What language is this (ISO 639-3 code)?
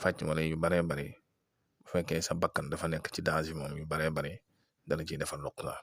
wol